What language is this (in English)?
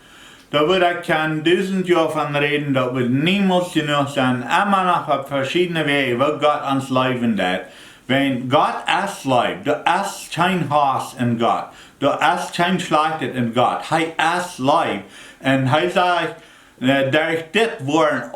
Plautdietsch